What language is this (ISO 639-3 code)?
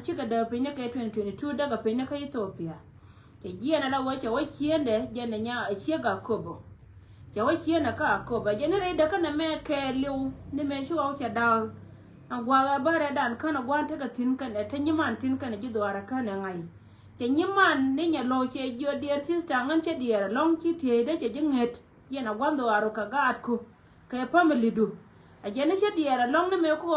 nus